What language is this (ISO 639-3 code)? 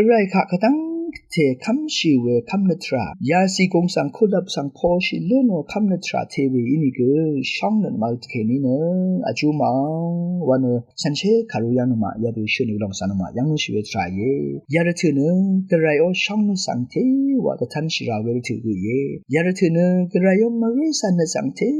raw